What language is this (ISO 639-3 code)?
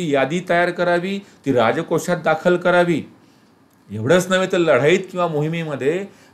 mar